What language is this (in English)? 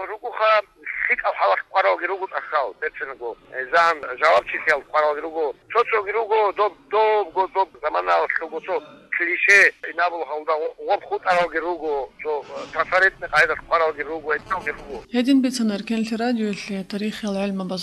Avaric